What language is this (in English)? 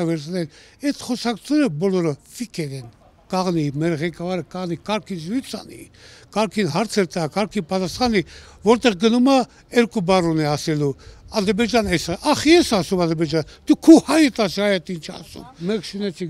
Armenian